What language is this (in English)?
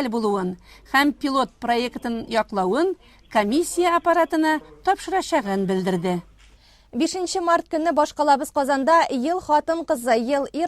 Tatar